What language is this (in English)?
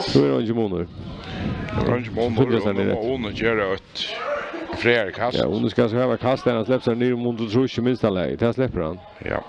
Faroese